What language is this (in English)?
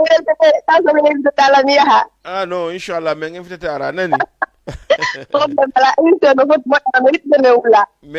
Fula